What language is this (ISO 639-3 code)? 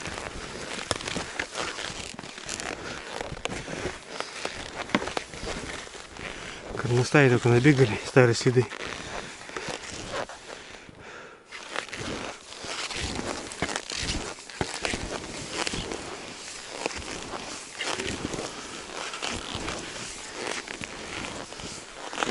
rus